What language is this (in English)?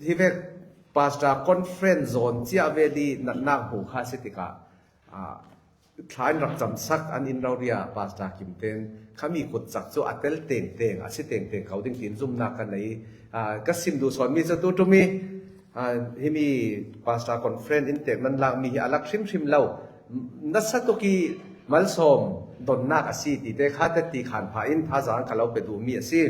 Falam Chin